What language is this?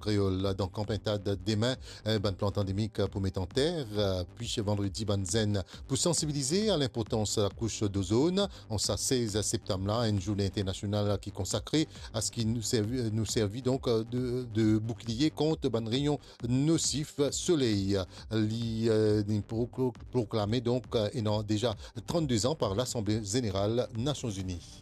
Morisyen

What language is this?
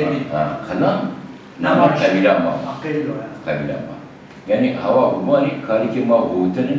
Zaza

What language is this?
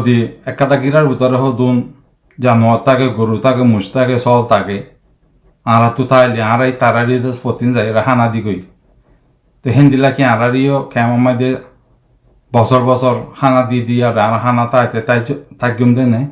Rohingya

